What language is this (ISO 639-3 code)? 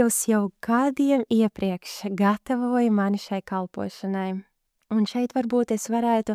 lav